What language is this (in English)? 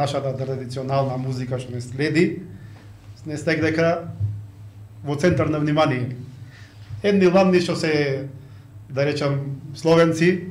Macedonian